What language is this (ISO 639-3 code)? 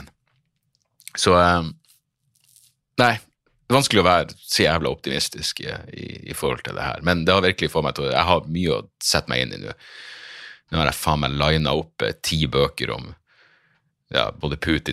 nor